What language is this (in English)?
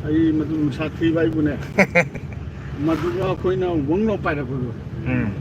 Manipuri